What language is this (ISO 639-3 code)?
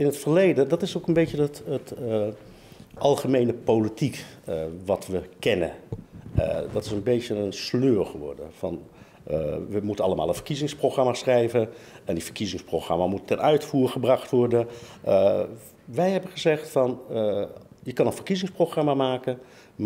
nld